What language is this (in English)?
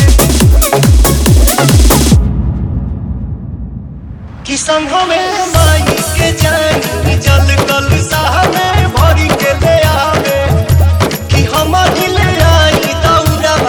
Bhojpuri